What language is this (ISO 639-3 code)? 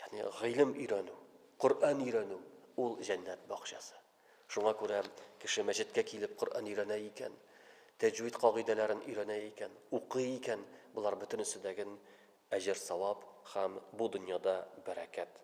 tat